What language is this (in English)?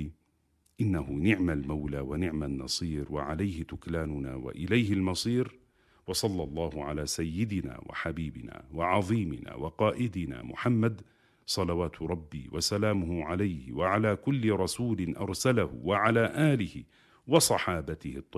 Arabic